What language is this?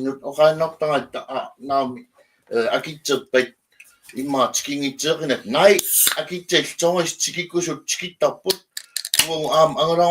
Kalaallisut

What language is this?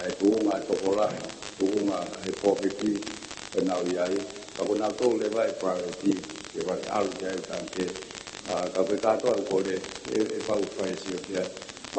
Tongan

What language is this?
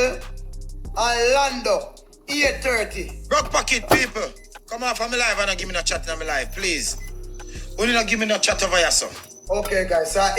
Jamaican Creole English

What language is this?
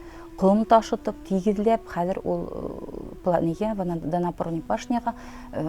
Bashkir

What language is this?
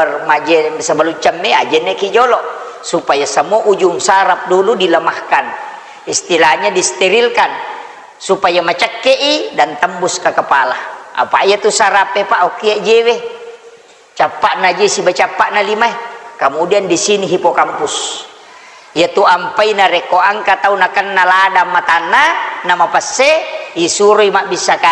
Buginese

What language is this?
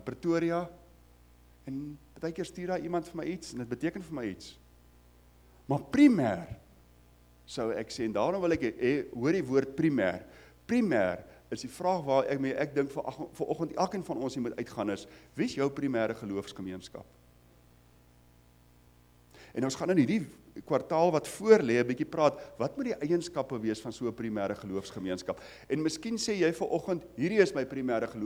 Afrikaans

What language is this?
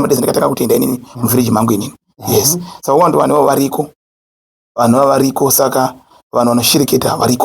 Shona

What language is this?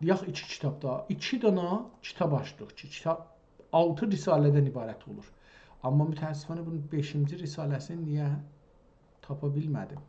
South Azerbaijani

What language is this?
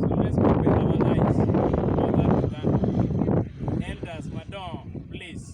Acoli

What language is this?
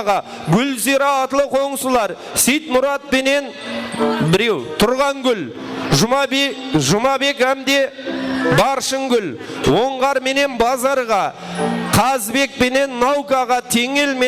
Kara-Kalpak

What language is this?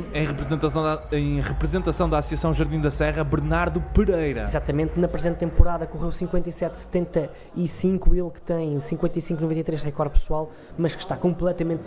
Portuguese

